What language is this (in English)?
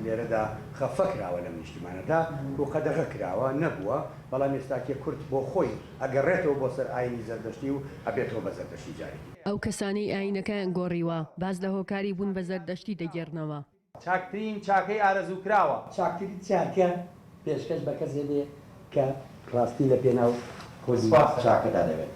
Central Kurdish